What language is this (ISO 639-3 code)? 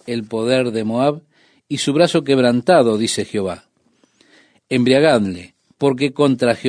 spa